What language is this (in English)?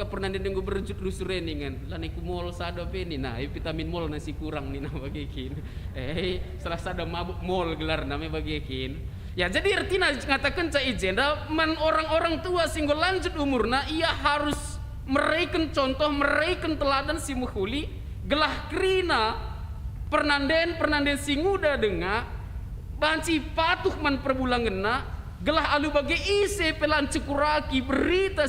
Batak Karo